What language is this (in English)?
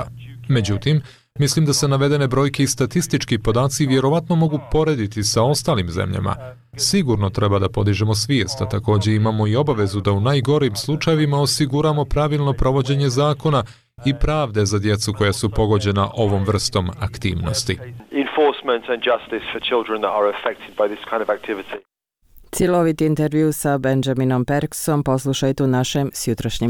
Bosnian